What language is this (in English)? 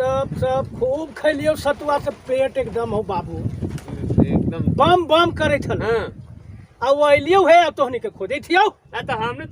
Magahi